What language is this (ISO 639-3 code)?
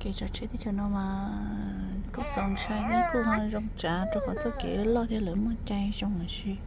hmn